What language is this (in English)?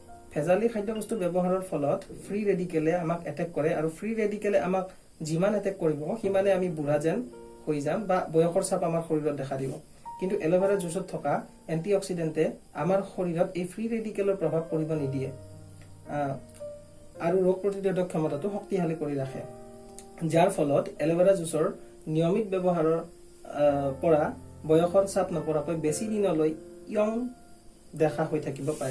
Assamese